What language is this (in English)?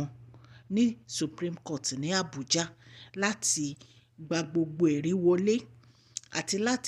Yoruba